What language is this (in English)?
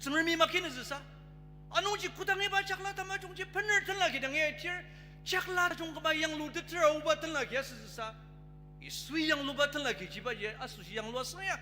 Ao Naga